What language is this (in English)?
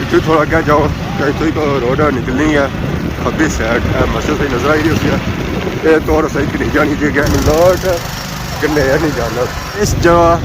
Pahari-Potwari